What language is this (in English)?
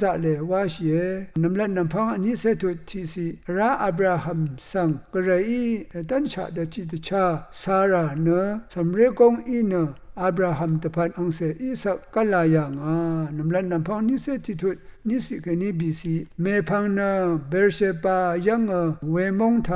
Rawang